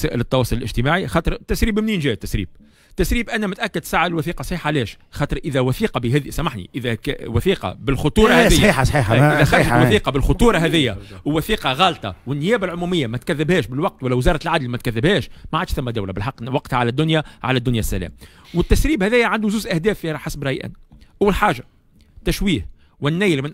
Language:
Tunisian Arabic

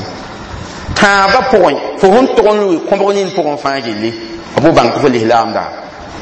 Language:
Mossi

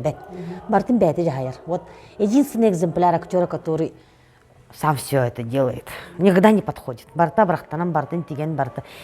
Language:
Yakut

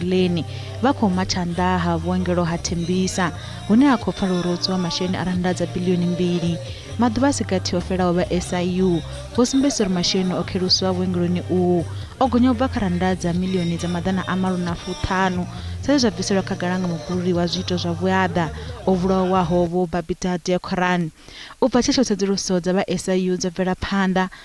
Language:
Venda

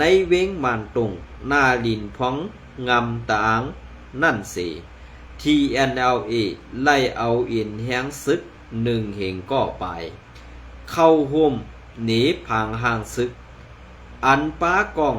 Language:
Shan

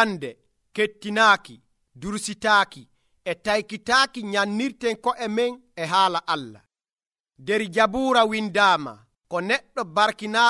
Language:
Nigerian Fulfulde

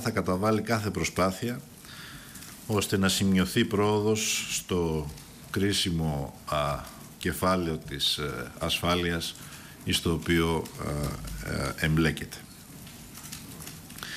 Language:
Greek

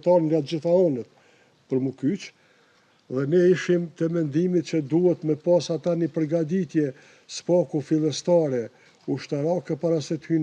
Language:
Albanian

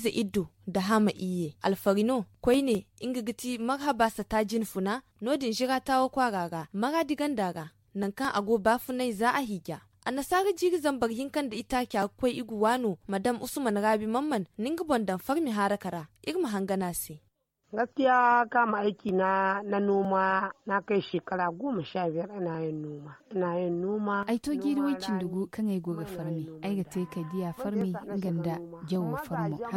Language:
Zarma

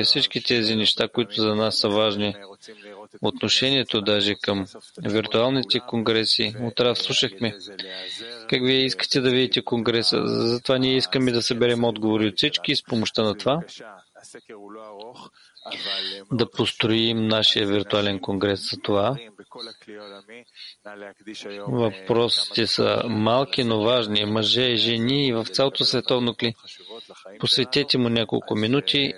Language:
Bulgarian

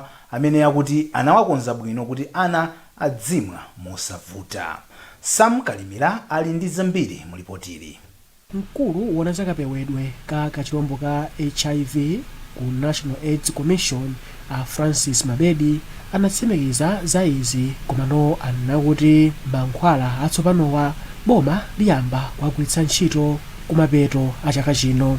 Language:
Nyanja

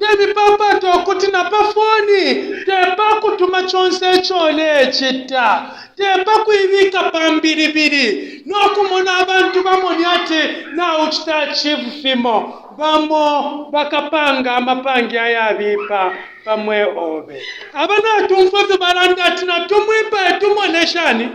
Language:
Bemba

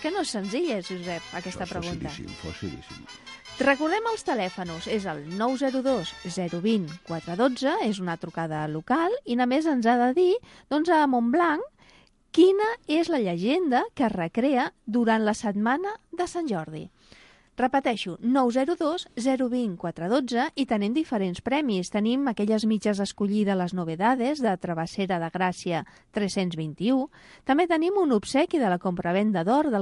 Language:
Catalan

